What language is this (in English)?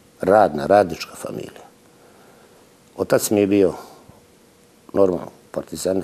Serbian